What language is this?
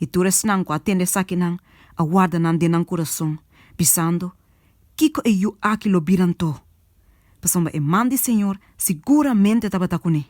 Papiamento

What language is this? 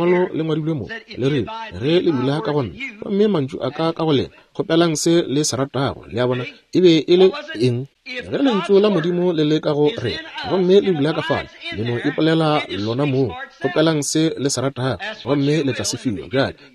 Northern Sotho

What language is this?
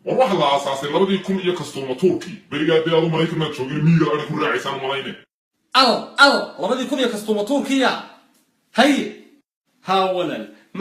Somali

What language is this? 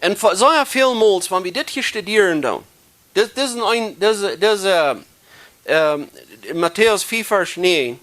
Plautdietsch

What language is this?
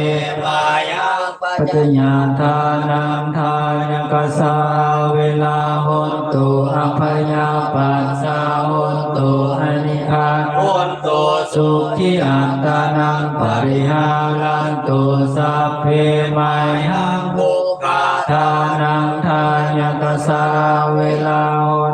Pali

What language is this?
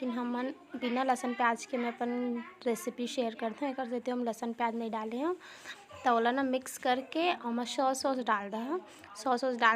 Chhattisgarhi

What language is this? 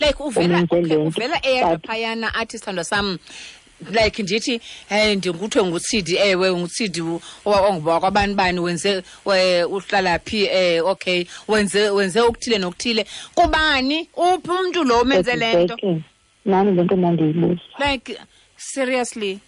Xhosa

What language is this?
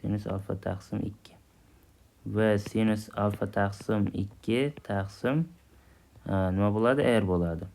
Uzbek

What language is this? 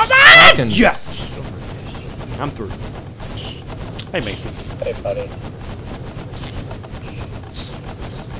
English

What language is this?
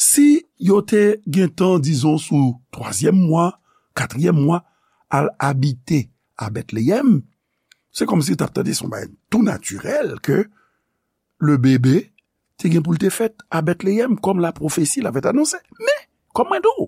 Haitian Creole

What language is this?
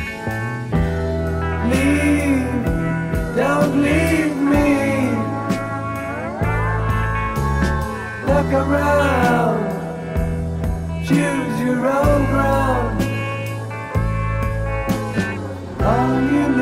Catalan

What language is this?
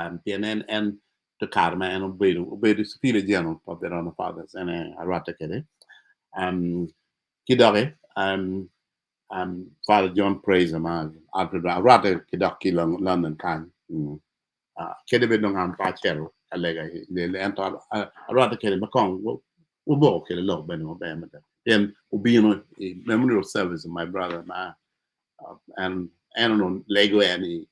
Acoli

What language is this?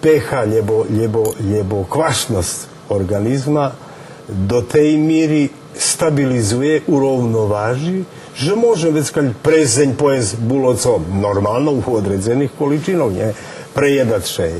Rusyn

